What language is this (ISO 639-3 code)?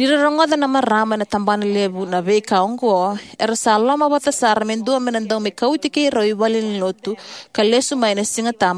fij